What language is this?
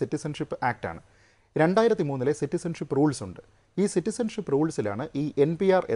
Malayalam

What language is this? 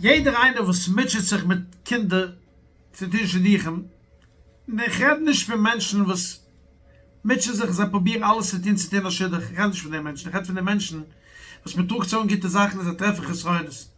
Yiddish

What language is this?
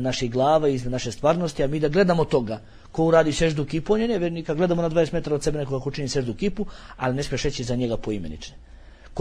Bosnian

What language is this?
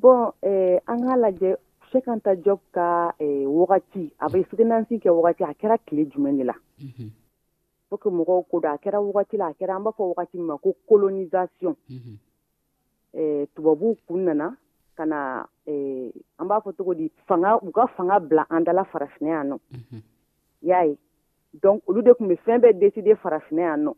Dyula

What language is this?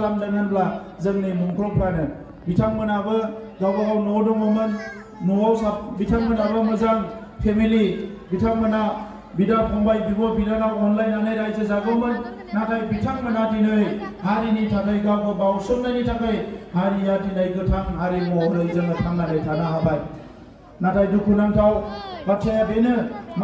Bodo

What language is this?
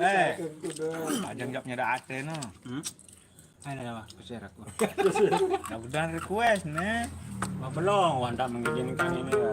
Sasak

